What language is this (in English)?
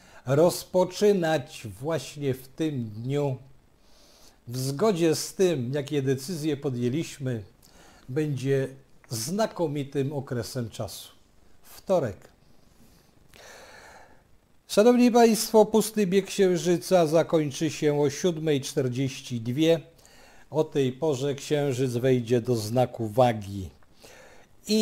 Polish